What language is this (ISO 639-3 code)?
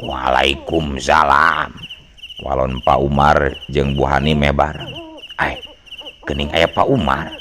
sun